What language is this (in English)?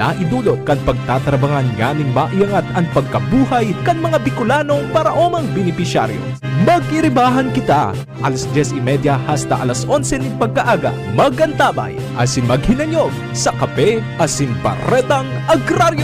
Bikol